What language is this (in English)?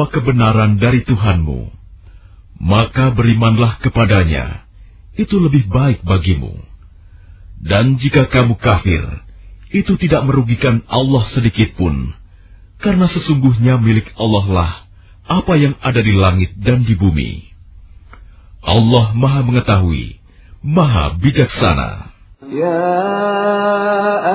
Indonesian